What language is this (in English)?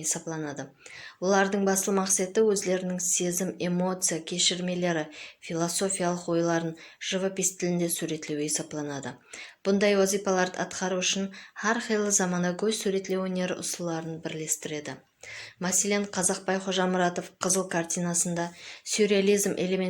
Kara-Kalpak